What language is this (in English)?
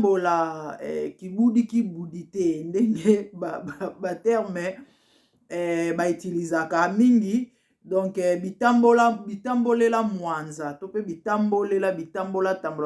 Lingala